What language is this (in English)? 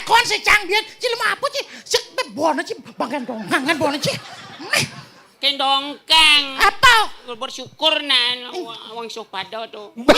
Balinese